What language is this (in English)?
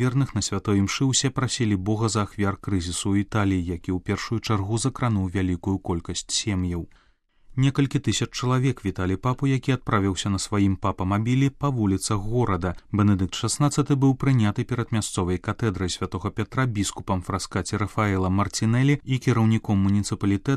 Belarusian